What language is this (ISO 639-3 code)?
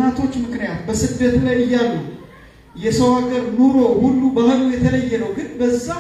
amh